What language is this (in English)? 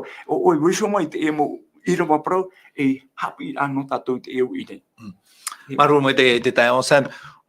Tahitian